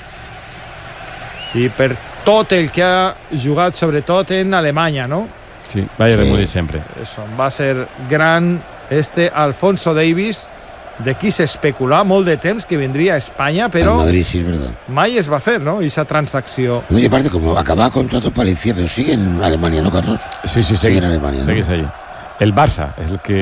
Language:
Catalan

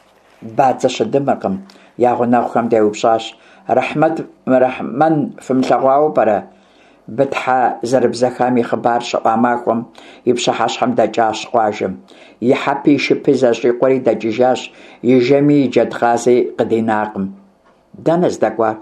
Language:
Kabardian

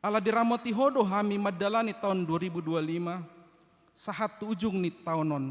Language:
Batak Toba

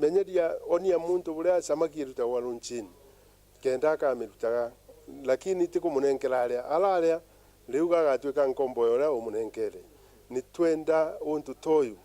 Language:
Meru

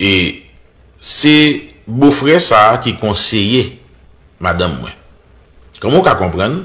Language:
Haitian Creole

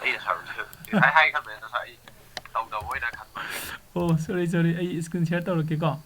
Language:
Manipuri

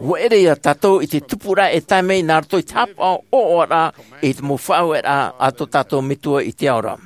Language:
Tahitian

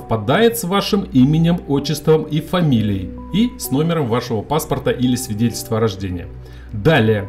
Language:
Russian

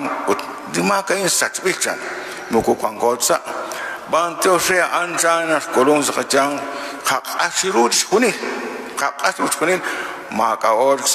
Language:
Kekchí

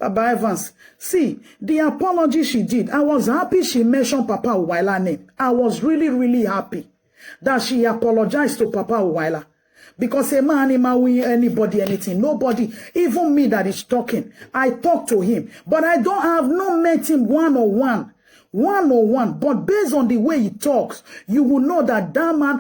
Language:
Nigerian Pidgin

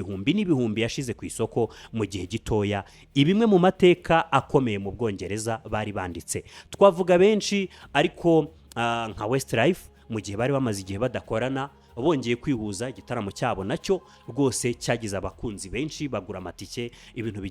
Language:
Kinyarwanda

